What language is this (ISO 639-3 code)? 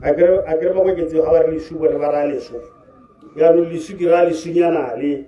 tsn